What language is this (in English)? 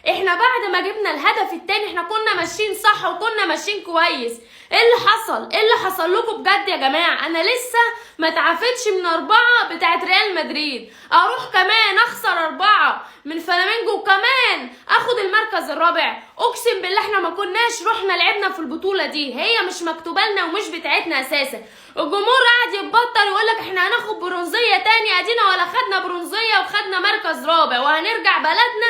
Egyptian Arabic